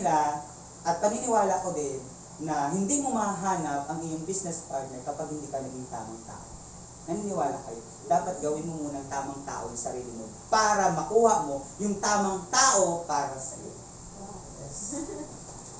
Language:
Filipino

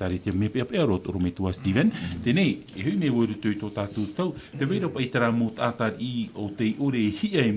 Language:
Tahitian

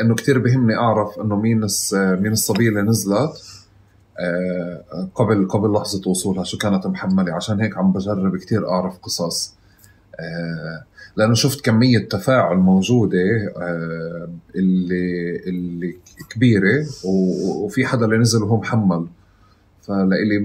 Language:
North Levantine Arabic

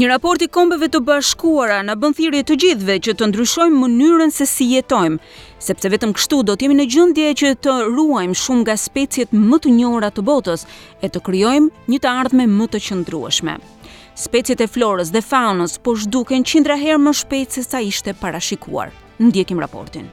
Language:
Albanian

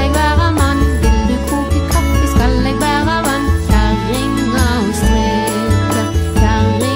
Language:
Norwegian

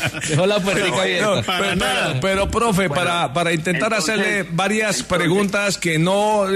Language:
Spanish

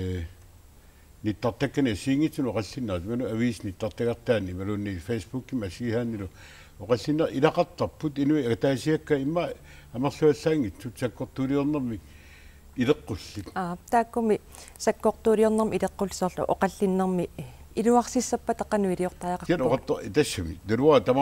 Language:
Kalaallisut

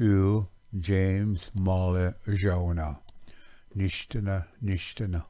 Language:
Ojibwa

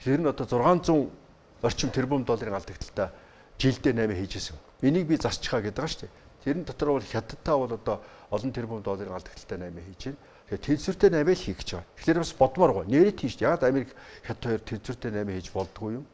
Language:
Mongolian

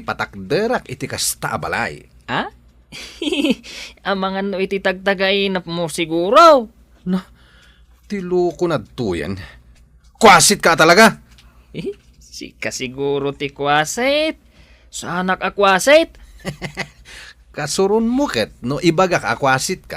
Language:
Iloko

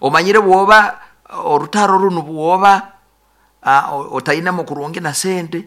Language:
Nyoro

